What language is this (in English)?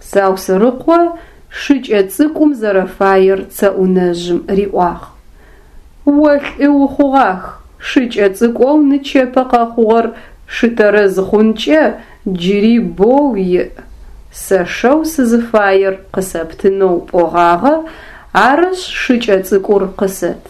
Adyghe